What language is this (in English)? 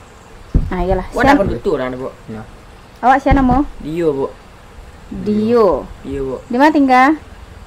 Minangkabau